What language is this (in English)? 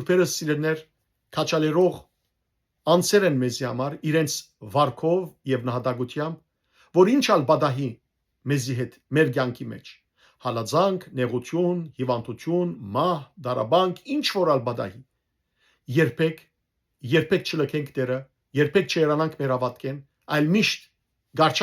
Western Armenian